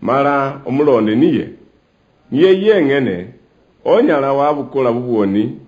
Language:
Luyia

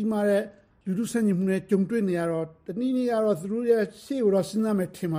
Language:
Burmese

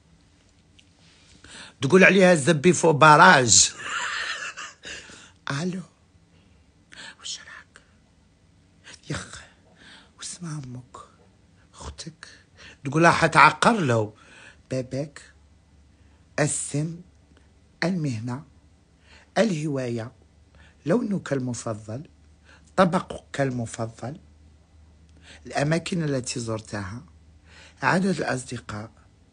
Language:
Algerian Arabic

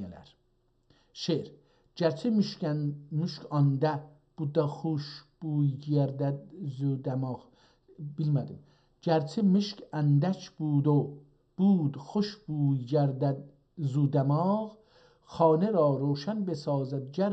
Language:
South Azerbaijani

